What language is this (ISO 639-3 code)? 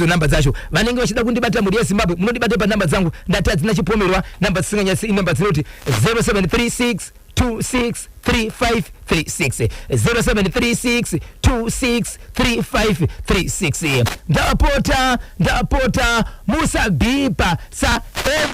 sna